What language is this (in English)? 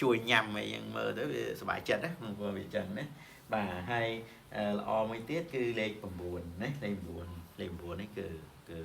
Khmer